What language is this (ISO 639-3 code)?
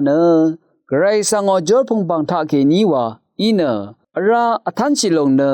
raw